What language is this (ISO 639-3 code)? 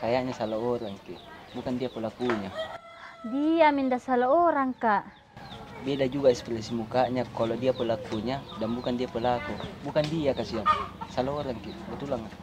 mfp